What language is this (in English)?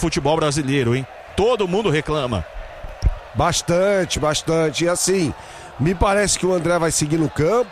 Portuguese